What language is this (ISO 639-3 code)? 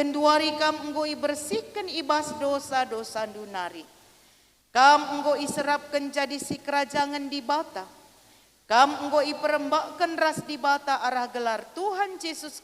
btx